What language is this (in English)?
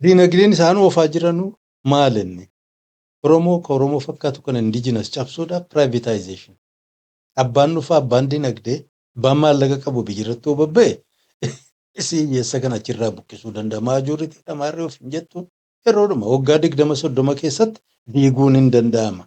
Oromo